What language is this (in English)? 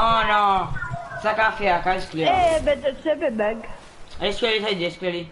Morisyen